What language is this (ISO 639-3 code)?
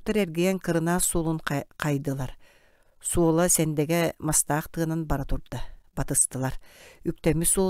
sah